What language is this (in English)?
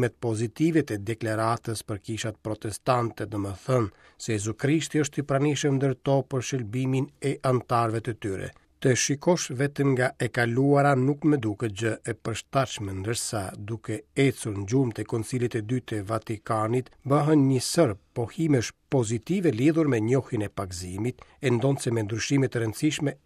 Albanian